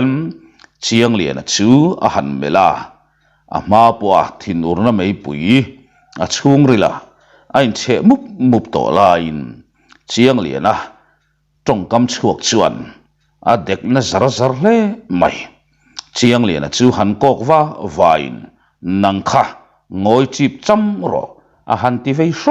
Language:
Mizo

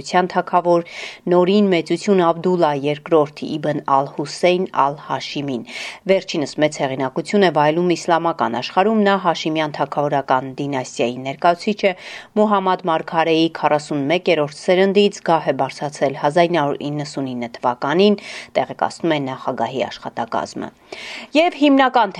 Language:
Armenian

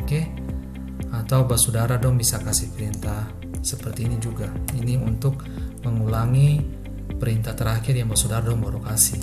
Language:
Ambonese Malay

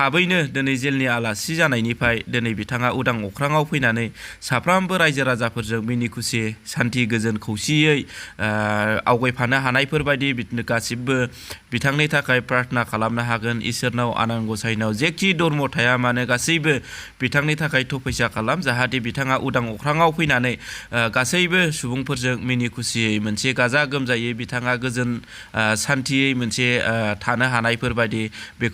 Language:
Bodo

